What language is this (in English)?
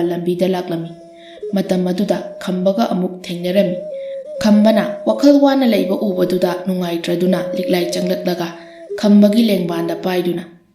Manipuri